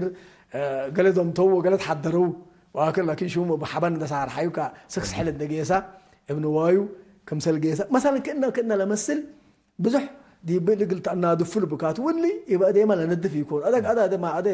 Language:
Tigre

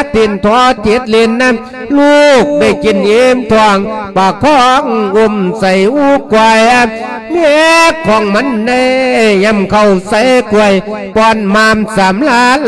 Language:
Lao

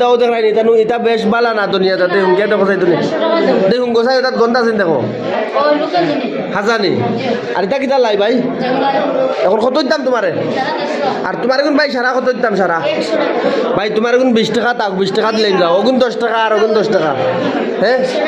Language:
Sylheti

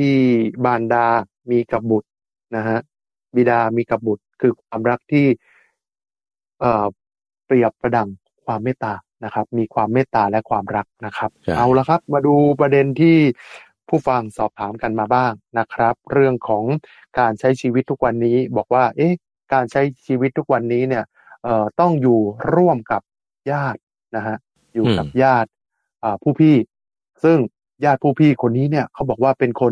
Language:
Thai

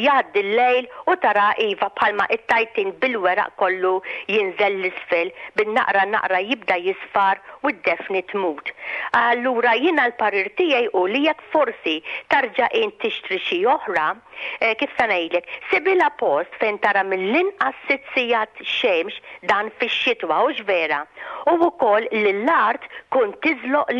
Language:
Maltese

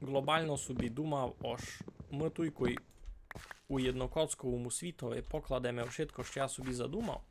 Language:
Rusyn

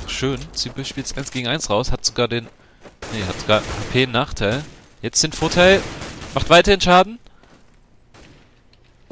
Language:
German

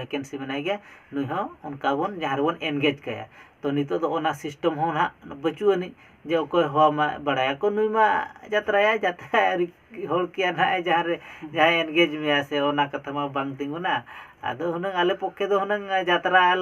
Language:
Santali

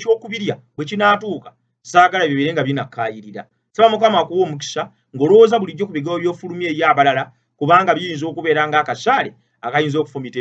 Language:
Ganda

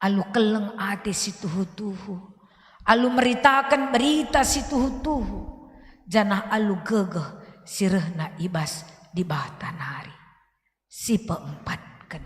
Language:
Batak Karo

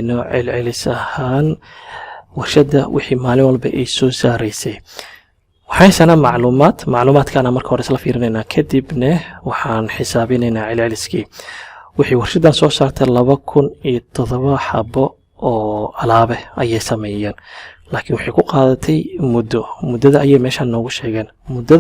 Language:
Somali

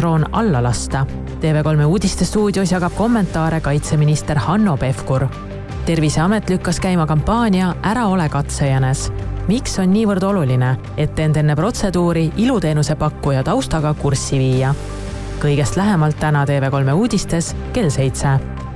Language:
Estonian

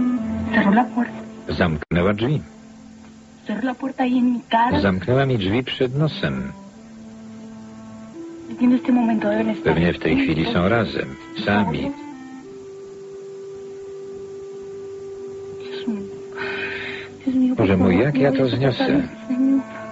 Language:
Polish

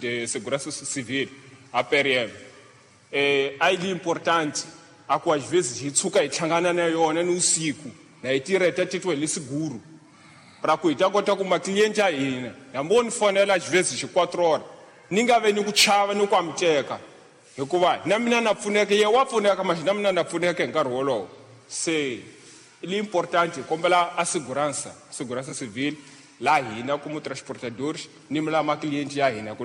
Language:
Tsonga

